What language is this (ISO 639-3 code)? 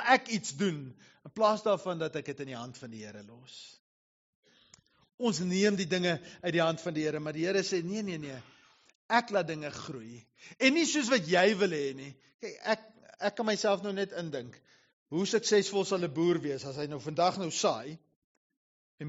afr